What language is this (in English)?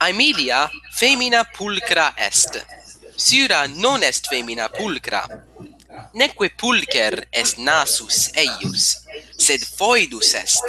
Latin